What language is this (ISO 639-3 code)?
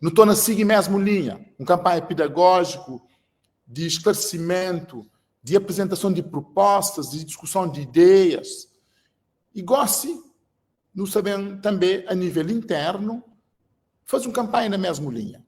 kea